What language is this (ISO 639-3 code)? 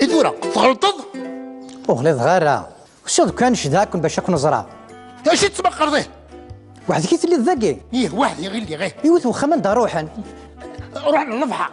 kab